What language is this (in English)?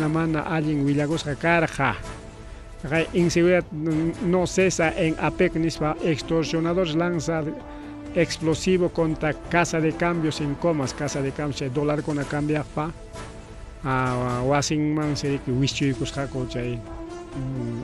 Ayacucho Quechua